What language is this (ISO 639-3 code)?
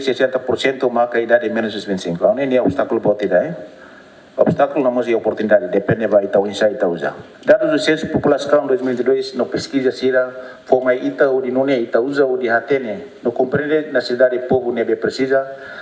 tet